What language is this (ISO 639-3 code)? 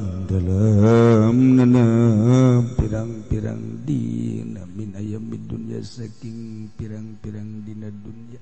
sun